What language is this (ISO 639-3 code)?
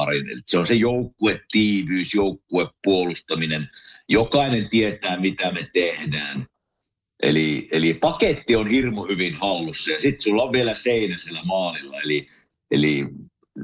fin